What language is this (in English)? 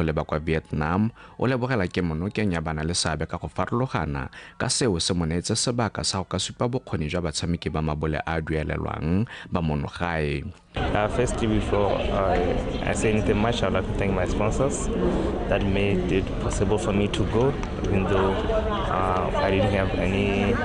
Tswana